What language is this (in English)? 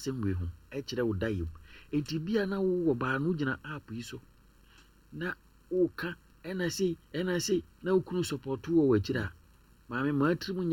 Akan